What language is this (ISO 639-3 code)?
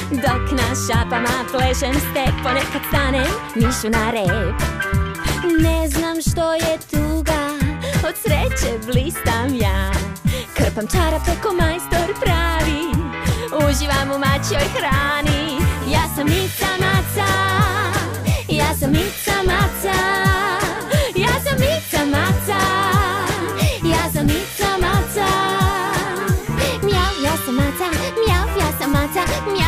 srp